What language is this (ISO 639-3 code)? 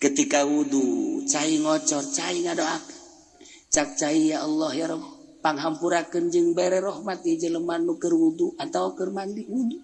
sun